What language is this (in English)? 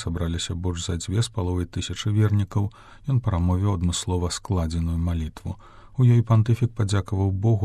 Belarusian